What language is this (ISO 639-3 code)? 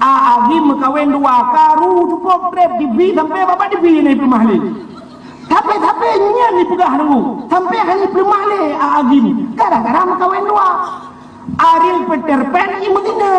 ace